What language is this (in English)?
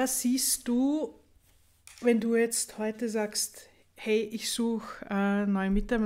German